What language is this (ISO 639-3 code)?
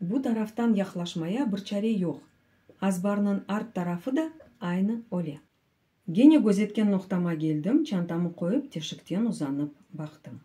crh